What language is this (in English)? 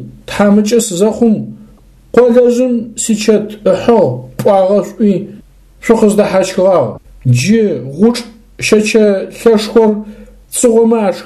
Adyghe